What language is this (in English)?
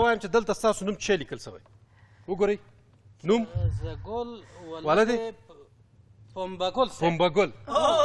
Pashto